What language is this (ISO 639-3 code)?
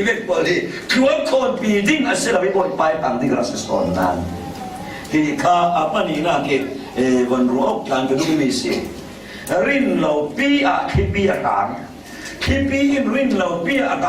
cfm